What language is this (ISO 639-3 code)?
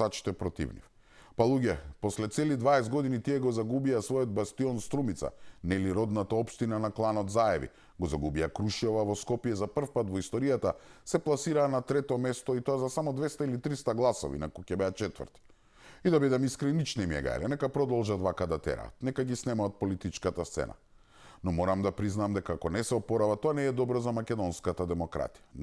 mkd